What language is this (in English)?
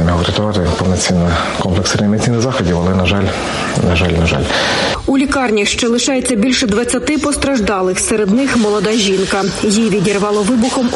Ukrainian